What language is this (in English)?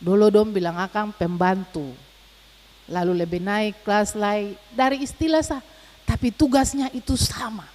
Ambonese Malay